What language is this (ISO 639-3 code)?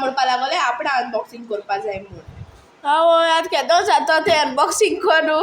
kok